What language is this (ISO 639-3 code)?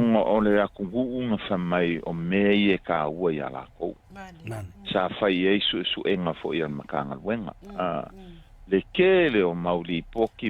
smo